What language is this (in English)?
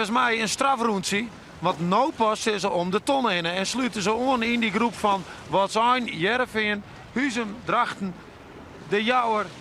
Western Frisian